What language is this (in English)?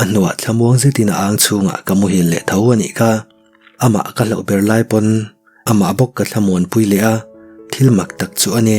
Mizo